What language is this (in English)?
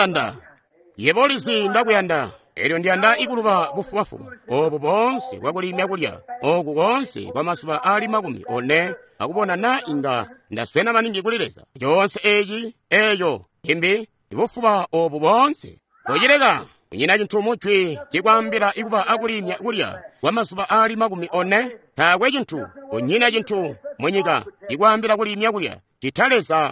Tonga (Zambia)